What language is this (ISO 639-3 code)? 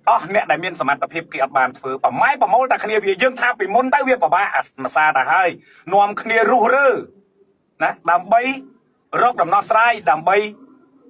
khm